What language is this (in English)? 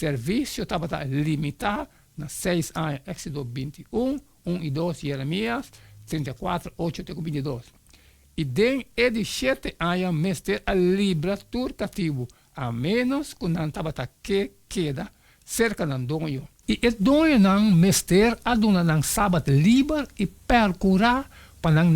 Papiamento